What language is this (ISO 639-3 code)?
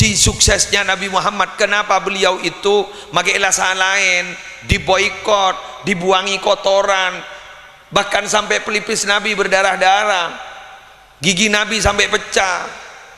mad